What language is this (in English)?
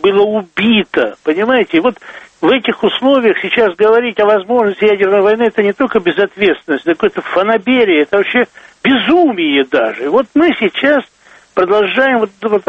Russian